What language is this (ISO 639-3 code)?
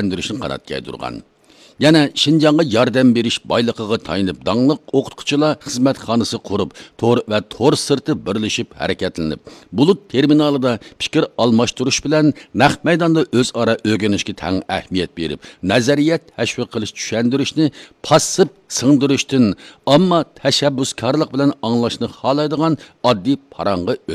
uig